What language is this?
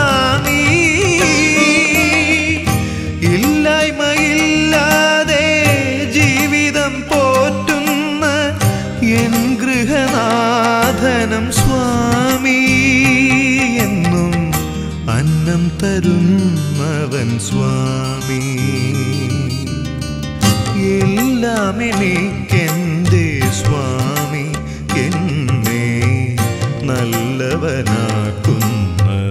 Malayalam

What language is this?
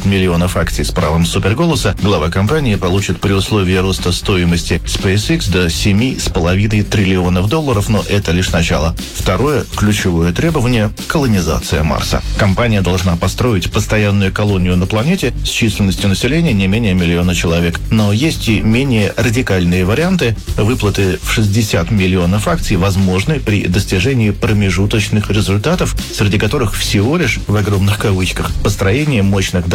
Russian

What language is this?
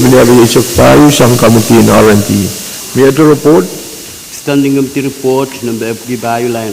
Pohnpeian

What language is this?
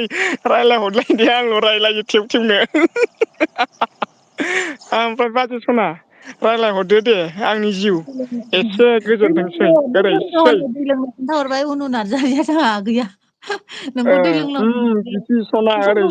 Bodo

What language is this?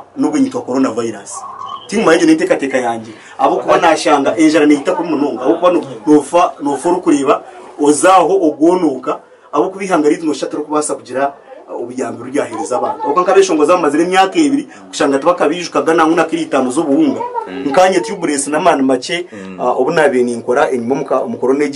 Nyankole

